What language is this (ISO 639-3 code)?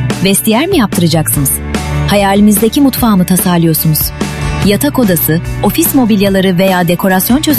tur